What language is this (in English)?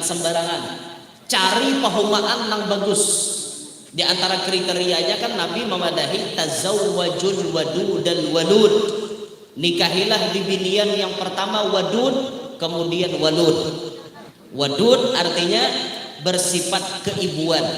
Banjar